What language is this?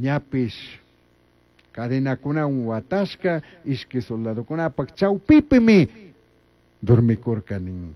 Chimborazo Highland Quichua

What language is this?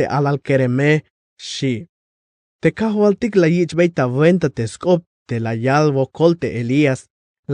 Tzeltal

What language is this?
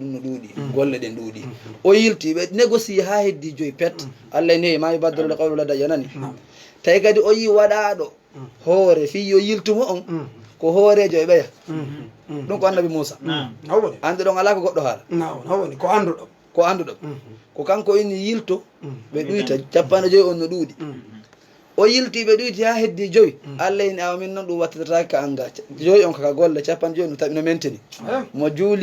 Fula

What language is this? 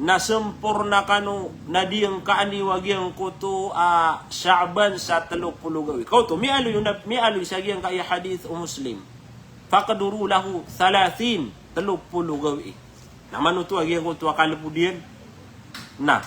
Maranao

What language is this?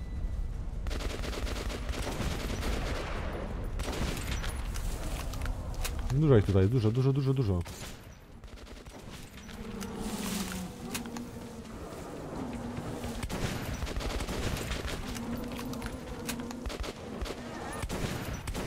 Polish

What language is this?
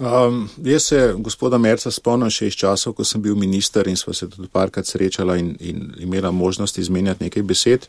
Slovenian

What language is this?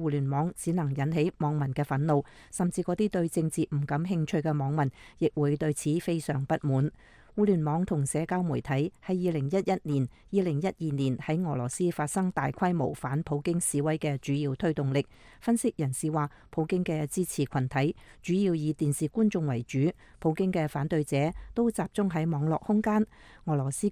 Cantonese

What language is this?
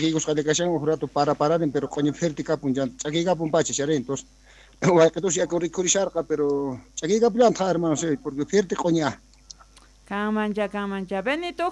South Bolivian Quechua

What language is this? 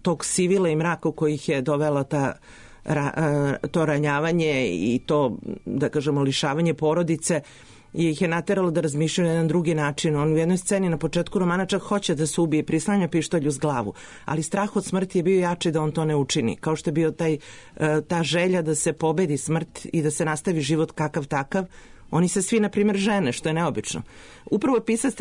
Serbian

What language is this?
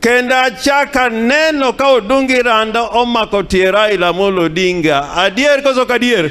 Luo (Kenya and Tanzania)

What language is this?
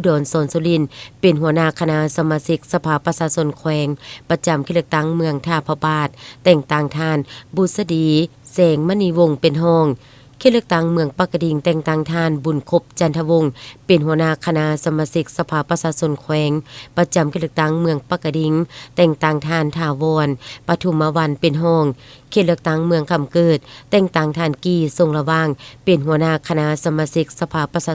Lao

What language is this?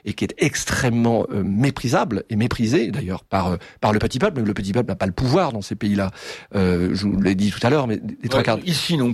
French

